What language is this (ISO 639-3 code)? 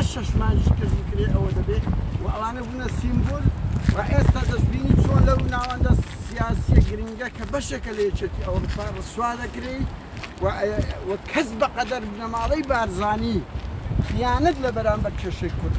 ckb